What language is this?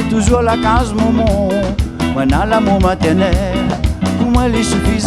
Réunion Creole French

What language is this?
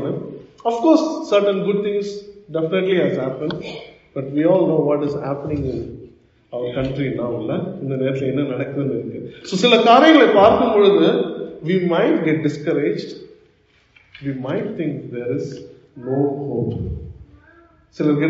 Tamil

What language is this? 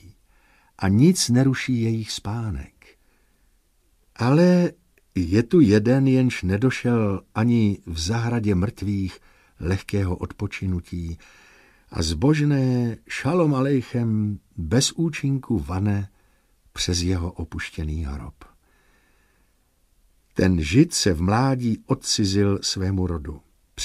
Czech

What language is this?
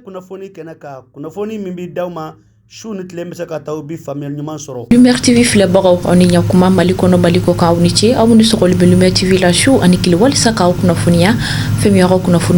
Bambara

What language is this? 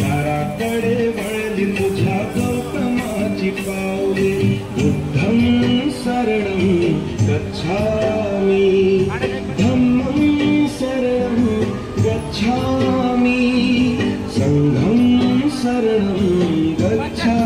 Marathi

